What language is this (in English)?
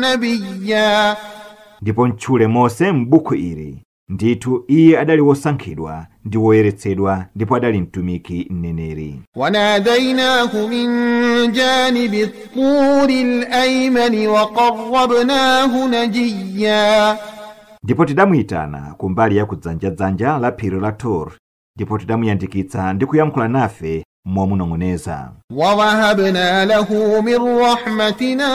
Nyanja